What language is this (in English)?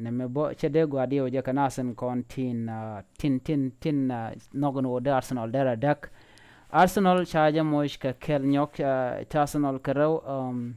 Nuer